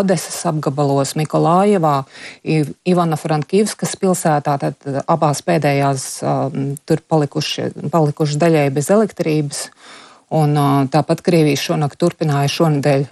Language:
Latvian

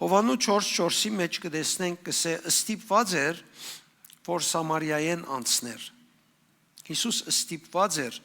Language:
Western Armenian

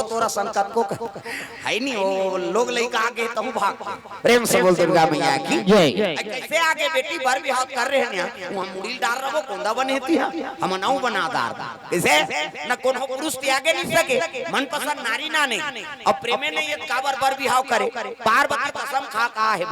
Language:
Chhattisgarhi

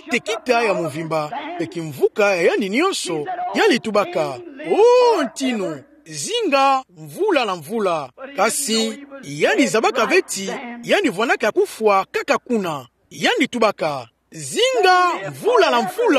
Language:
Kituba (Democratic Republic of Congo)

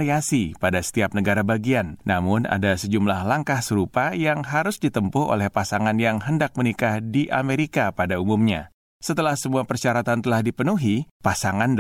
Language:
Indonesian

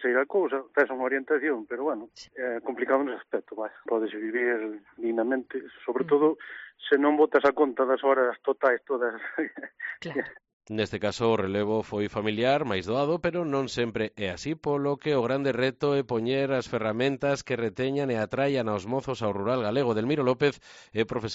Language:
Galician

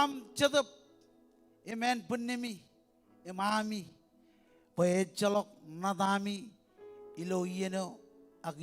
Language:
Marshallese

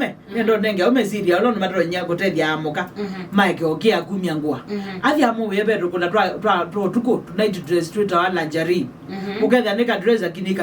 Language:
Kamba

